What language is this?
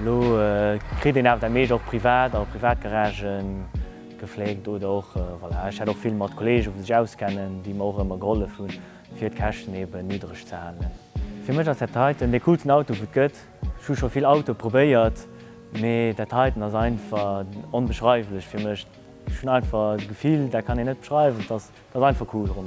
Luxembourgish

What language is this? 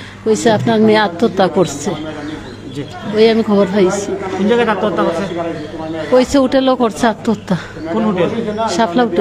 Sylheti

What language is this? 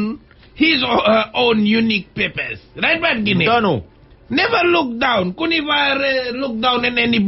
Fijian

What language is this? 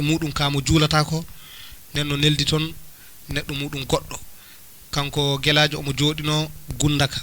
Fula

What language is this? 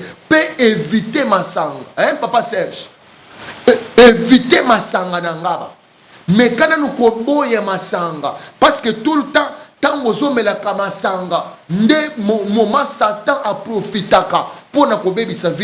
Lingala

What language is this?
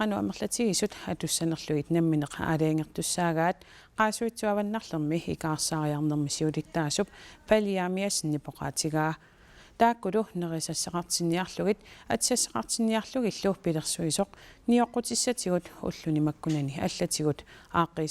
Kalaallisut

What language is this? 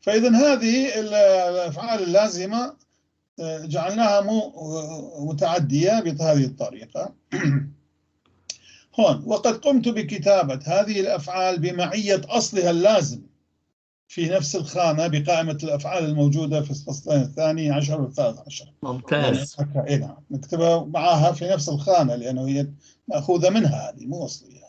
North Levantine Arabic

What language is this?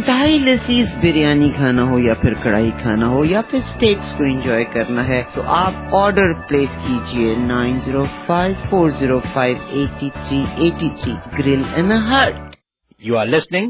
Hindi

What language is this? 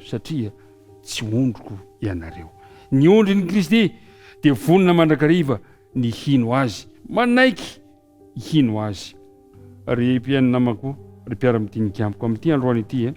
Malagasy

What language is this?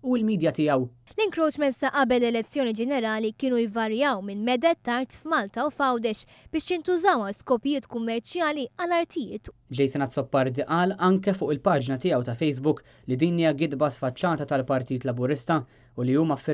Maltese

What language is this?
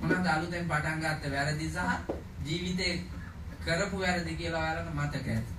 Sinhala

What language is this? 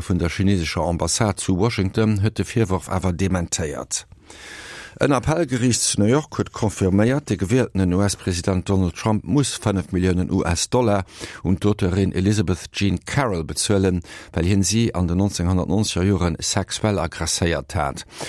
Luxembourgish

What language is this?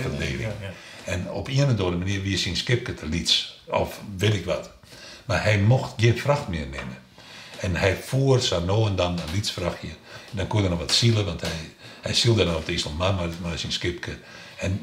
Western Frisian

